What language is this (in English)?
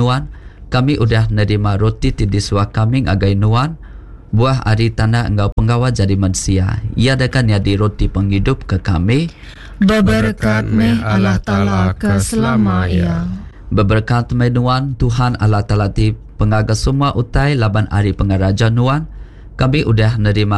Iban